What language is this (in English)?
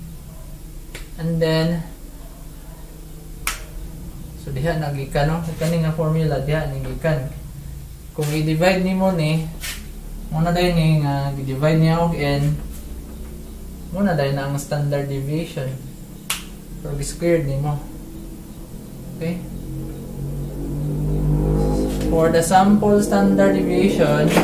Cebuano